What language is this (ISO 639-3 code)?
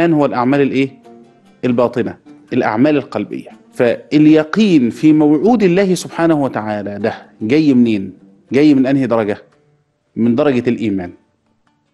arz